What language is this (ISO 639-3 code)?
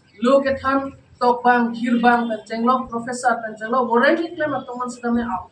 mjw